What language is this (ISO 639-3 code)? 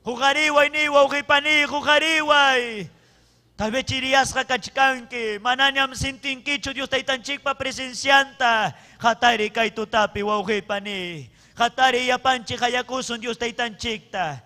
quy